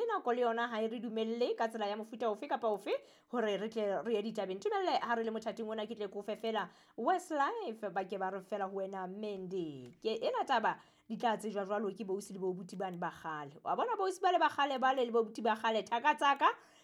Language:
Southern Sotho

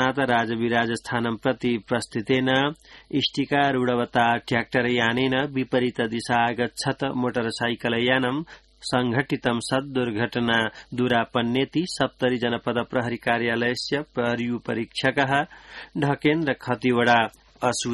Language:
Sanskrit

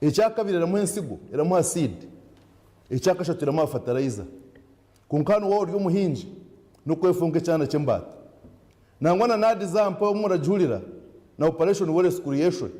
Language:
Nyankole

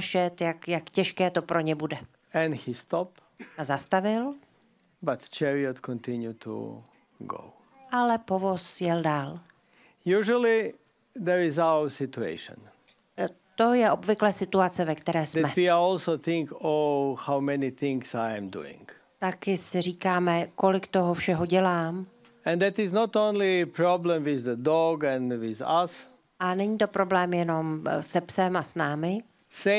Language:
Czech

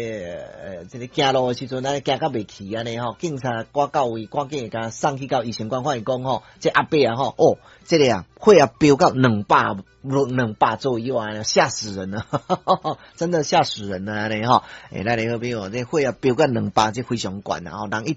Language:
Min Nan Chinese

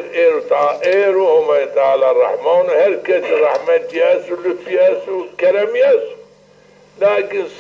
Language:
Zaza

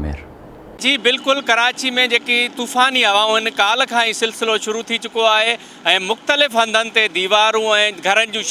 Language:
Sindhi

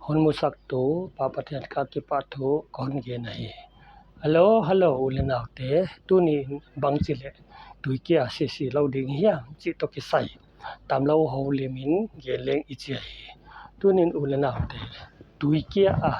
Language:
Paite Chin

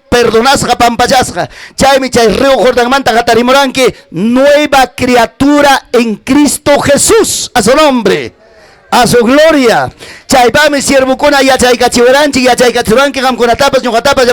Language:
Ayacucho Quechua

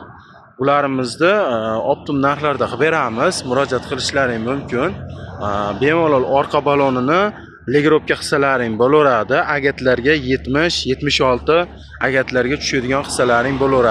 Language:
Uzbek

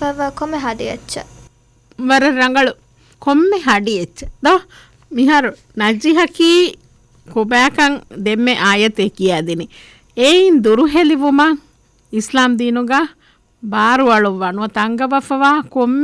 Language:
Divehi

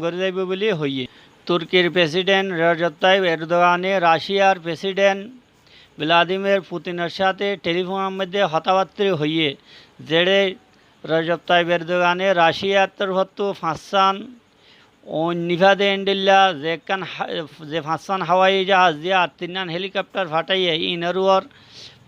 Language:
Rohingya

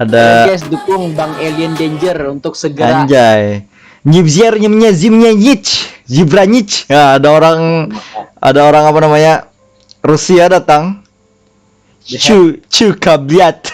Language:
Banjar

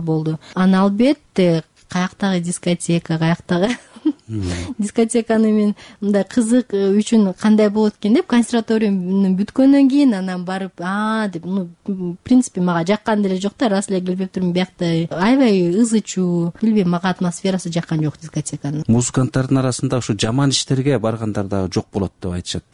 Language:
Kyrgyz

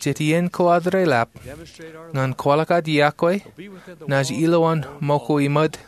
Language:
Marshallese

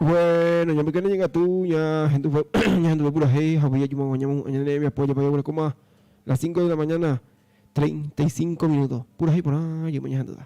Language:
Guarani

